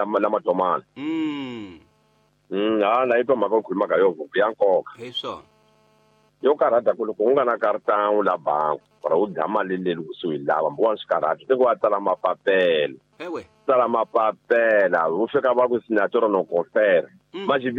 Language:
Tsonga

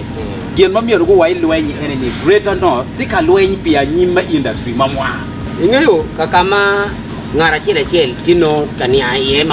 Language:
Acoli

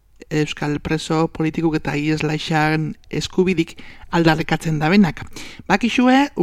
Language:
Basque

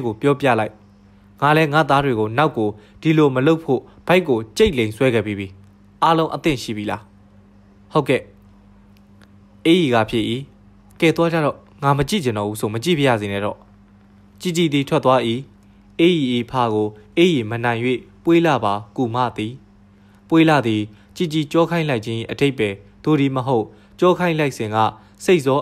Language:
Burmese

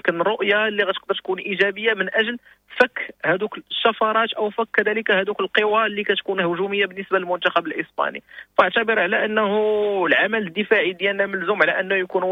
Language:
Moroccan Arabic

